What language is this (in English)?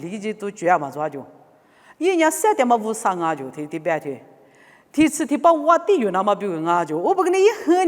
Lisu